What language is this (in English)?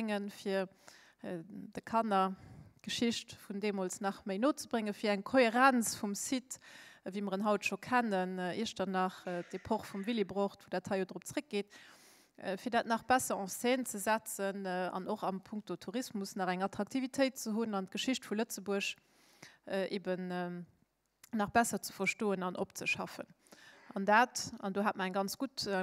Luxembourgish